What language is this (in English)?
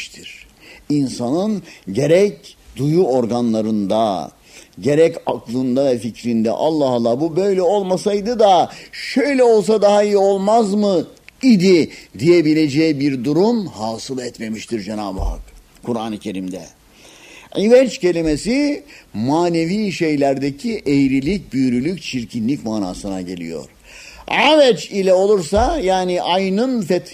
Turkish